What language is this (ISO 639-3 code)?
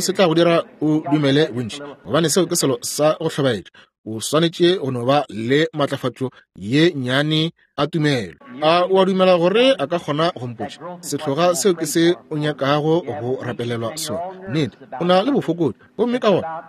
nso